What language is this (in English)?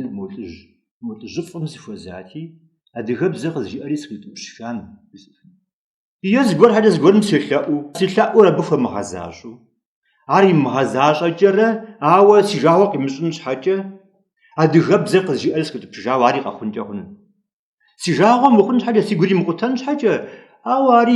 Kabardian